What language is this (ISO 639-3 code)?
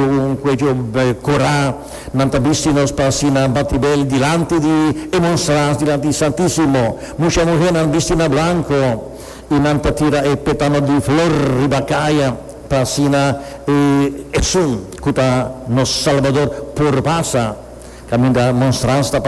pap